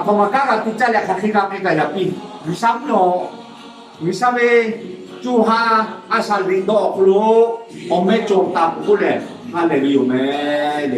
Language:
Lahu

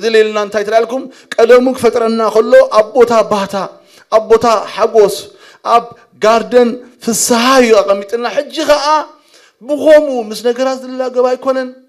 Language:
Tigrinya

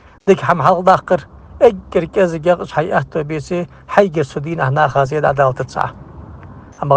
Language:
Ingush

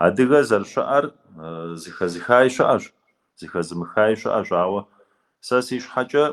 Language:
Kabardian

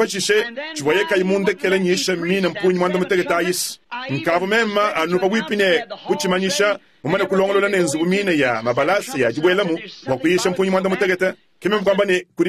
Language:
Luba-Lulua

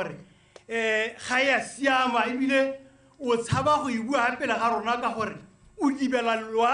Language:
Tswana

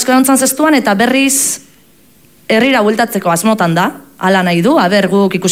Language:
Basque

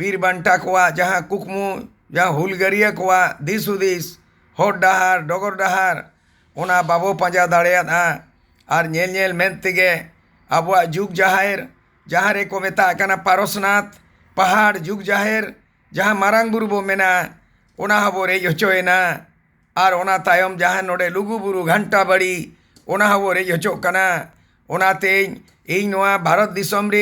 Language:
Santali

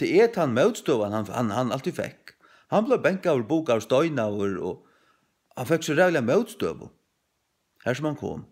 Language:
Faroese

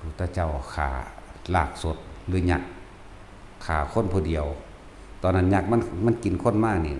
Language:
Northeastern Thai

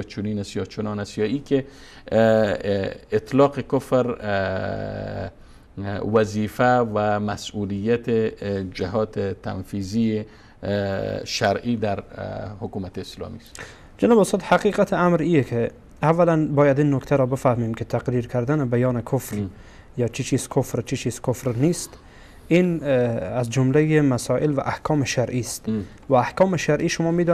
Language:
Persian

